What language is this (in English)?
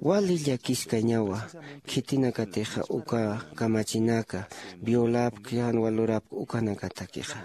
Aymara